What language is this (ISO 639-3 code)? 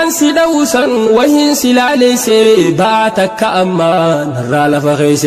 orm